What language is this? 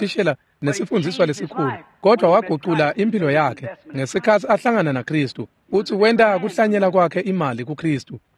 Swati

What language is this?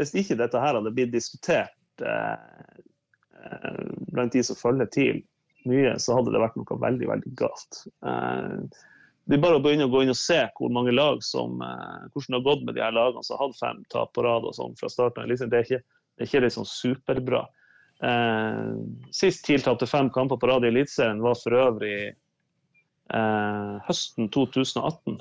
Norwegian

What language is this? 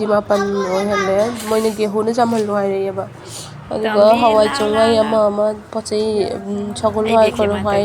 Manipuri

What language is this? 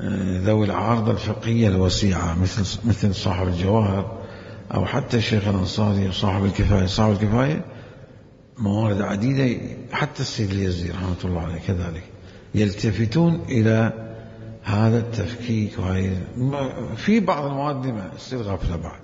Mesopotamian Arabic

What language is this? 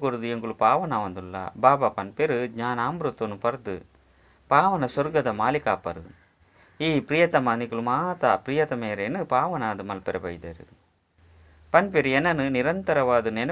Tulu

